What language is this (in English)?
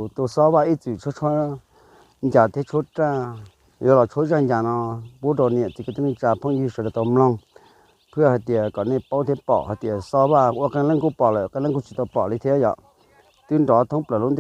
Hmong